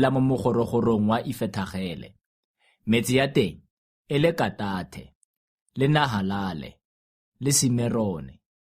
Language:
Tswana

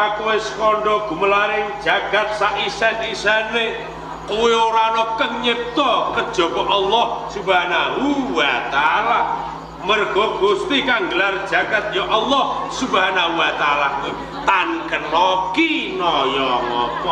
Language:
Javanese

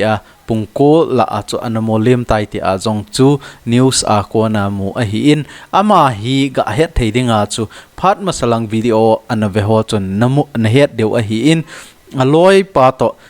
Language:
Thado Chin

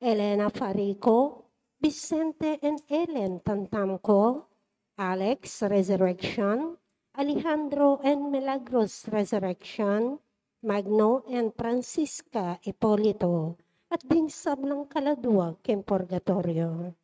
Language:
Pampanga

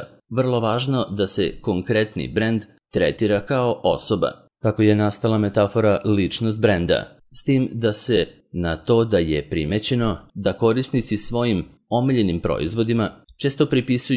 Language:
Serbian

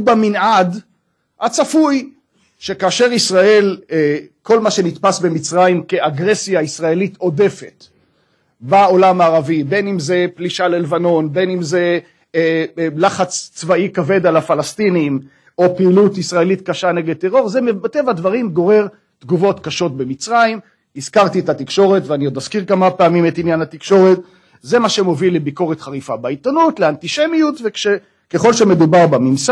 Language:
Hebrew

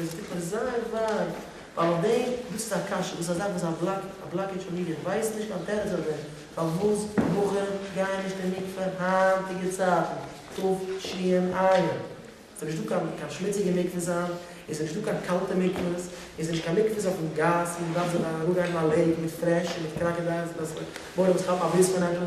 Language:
Yiddish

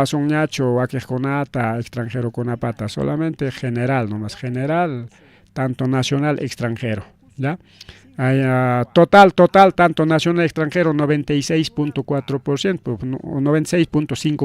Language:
Ayacucho Quechua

